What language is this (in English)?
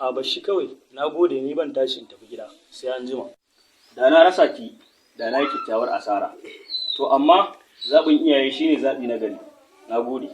Hausa